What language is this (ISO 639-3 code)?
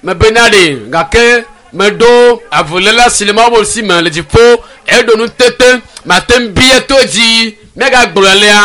ewe